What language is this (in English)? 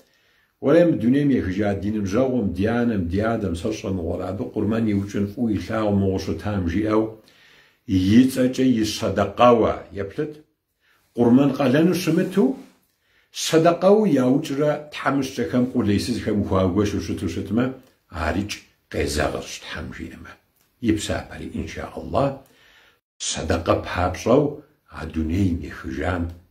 Kabardian